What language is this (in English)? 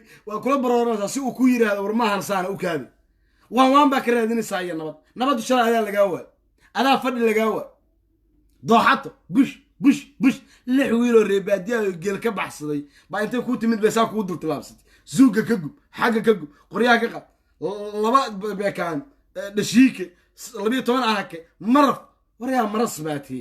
Somali